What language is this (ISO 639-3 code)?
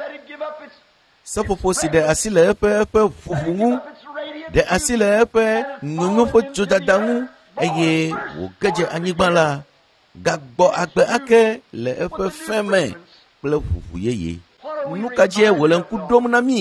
ewe